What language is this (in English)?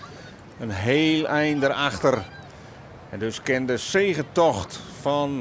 Western Frisian